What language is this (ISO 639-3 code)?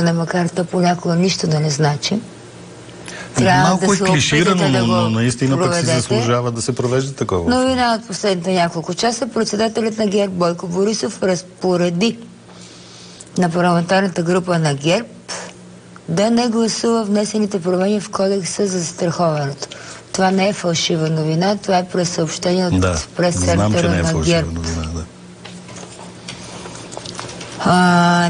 bul